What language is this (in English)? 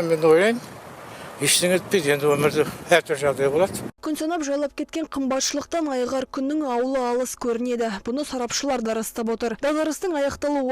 Kazakh